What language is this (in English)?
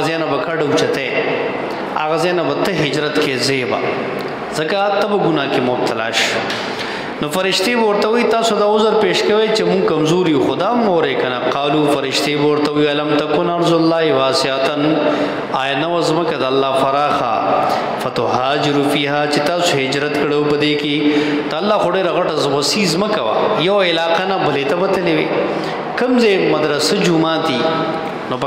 Pashto